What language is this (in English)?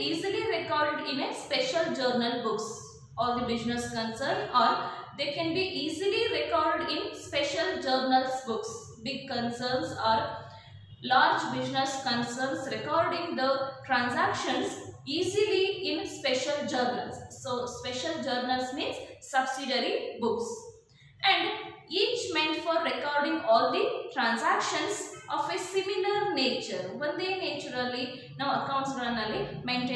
Kannada